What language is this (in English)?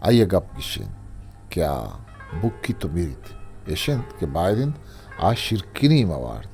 Eastern Balochi